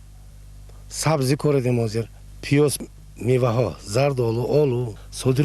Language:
Tajik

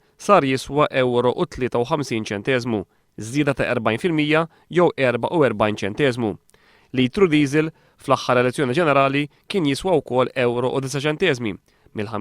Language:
Maltese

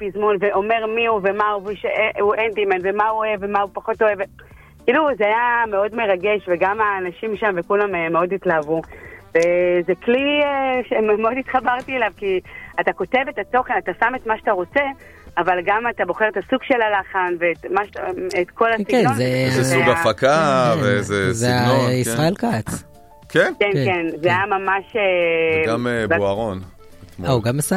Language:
Hebrew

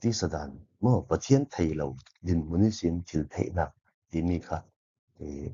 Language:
Falam Chin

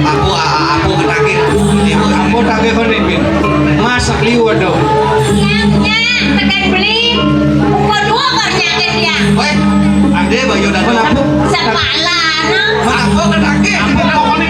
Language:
Balinese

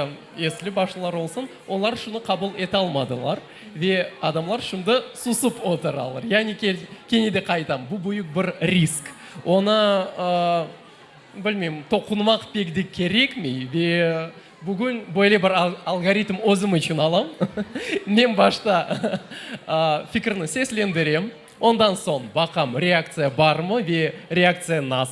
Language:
Crimean Tatar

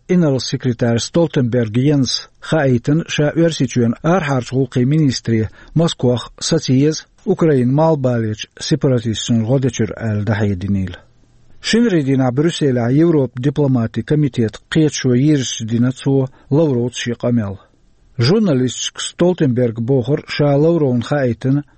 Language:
Chechen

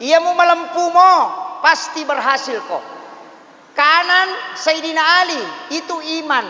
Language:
Buginese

